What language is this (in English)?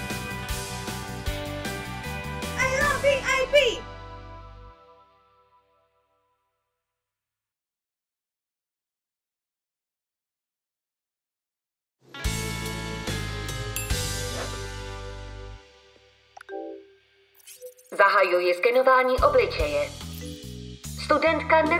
Czech